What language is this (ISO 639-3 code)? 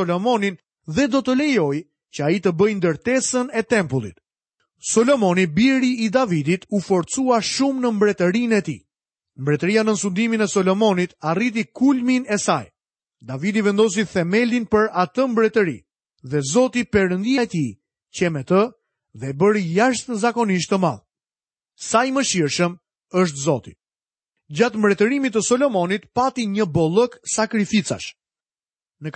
sqi